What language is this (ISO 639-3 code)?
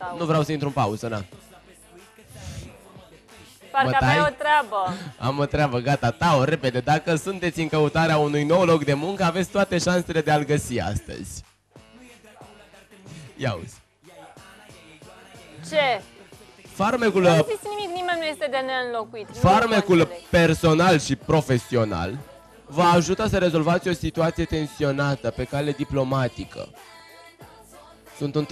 ron